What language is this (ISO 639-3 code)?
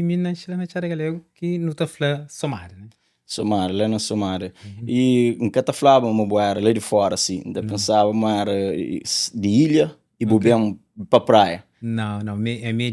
kea